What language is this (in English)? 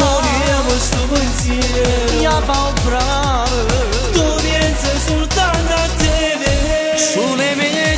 Italian